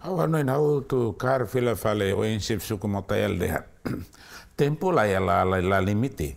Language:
Tetum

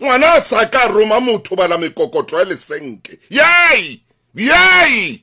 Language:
Southern Sotho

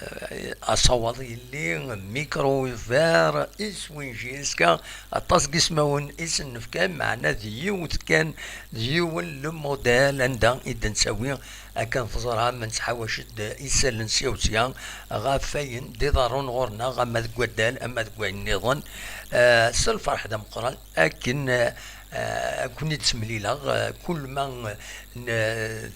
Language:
Kabyle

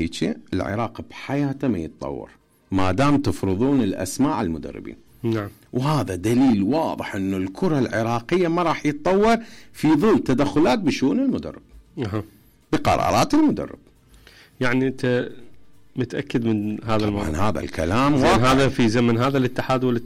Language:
Mesopotamian Arabic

